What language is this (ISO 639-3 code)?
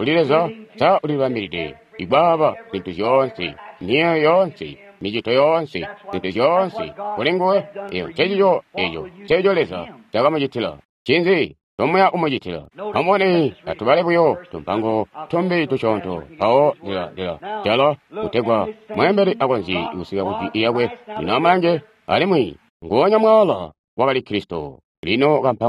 toi